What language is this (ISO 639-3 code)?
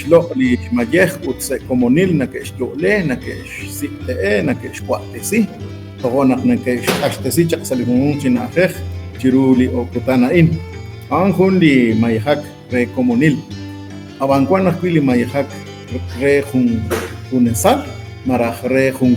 kek